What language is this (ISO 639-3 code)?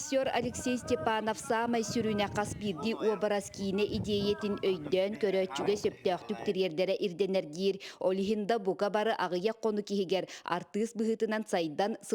sah